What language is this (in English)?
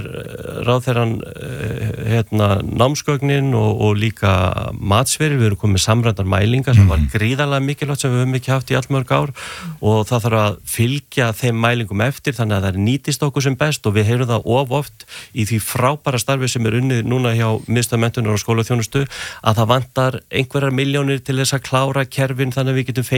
Icelandic